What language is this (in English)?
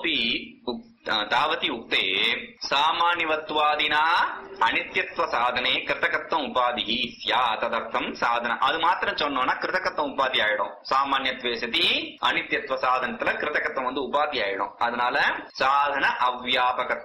Tamil